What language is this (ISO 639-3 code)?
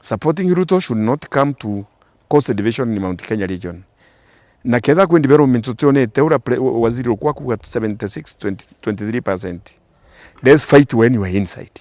mer